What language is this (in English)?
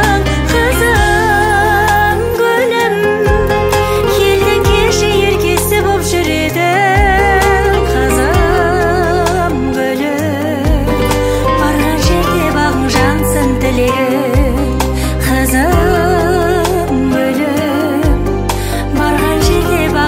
Kazakh